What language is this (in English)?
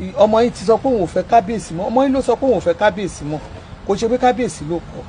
Yoruba